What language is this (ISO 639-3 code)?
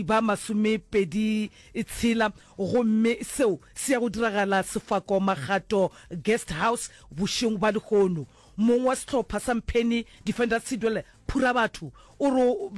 nso